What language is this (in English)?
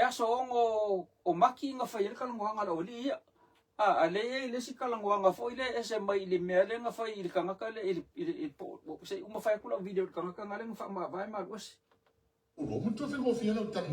Samoan